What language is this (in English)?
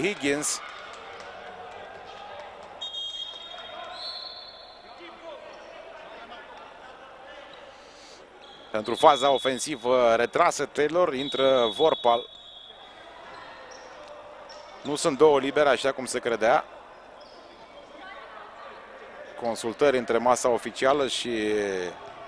Romanian